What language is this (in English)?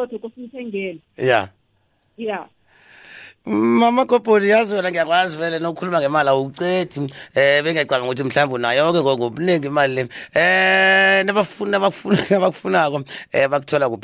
South Ndebele